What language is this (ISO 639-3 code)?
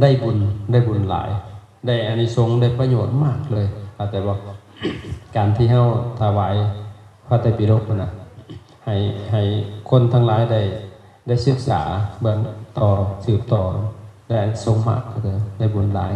lao